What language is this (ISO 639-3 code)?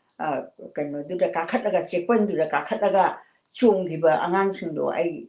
mni